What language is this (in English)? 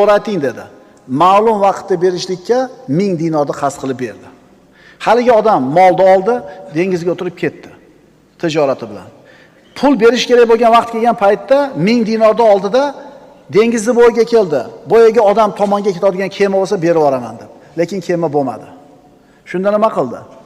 Uzbek